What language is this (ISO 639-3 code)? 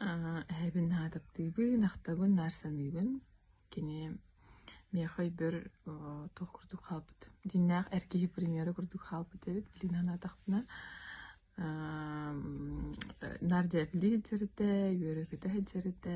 sah